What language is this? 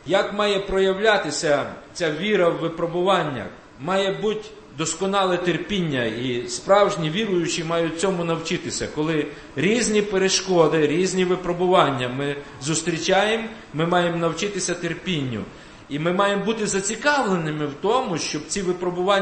Ukrainian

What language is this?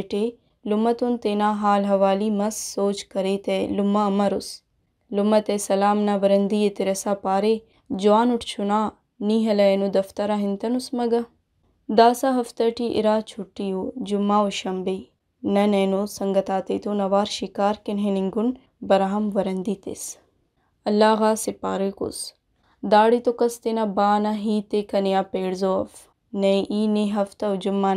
Brahui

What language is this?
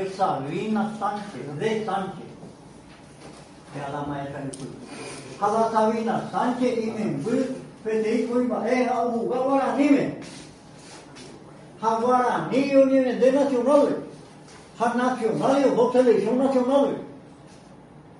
Spanish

